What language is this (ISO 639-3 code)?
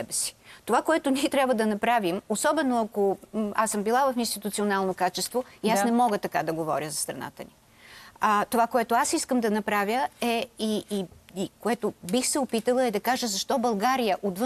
bul